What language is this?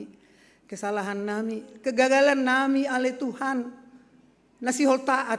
Batak Simalungun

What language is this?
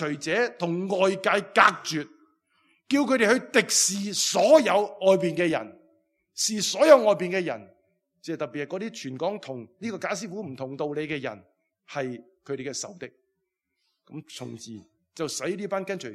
Cantonese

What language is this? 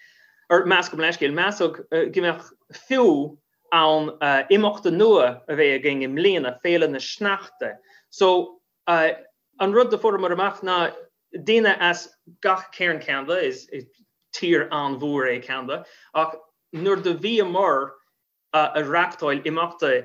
Irish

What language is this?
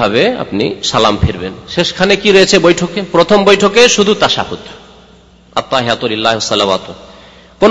Bangla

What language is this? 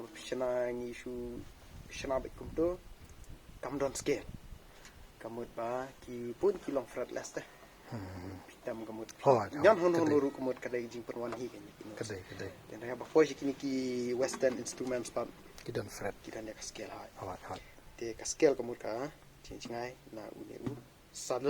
Khasi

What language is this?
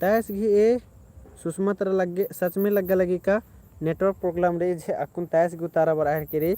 Kurukh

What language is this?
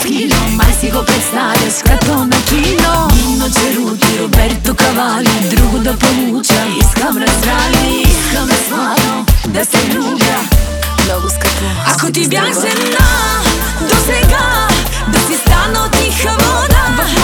Bulgarian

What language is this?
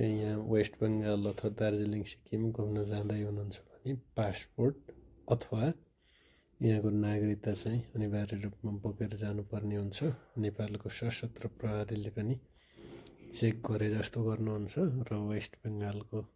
Nepali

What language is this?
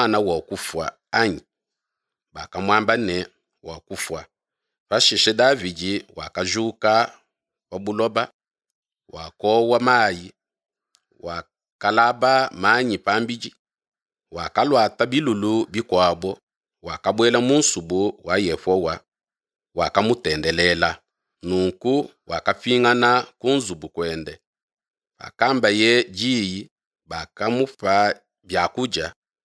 Luba-Lulua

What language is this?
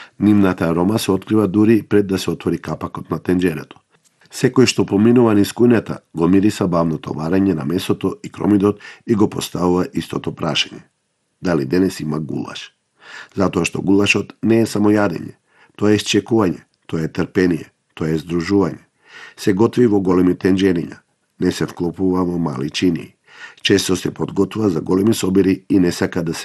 Macedonian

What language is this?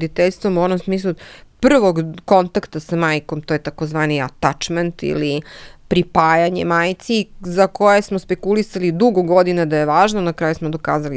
Serbian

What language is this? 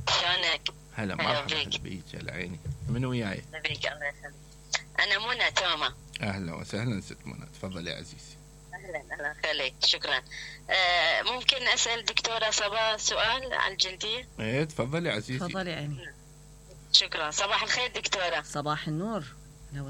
Mesopotamian Arabic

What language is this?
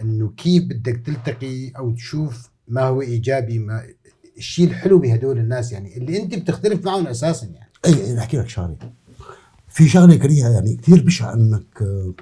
North Levantine Arabic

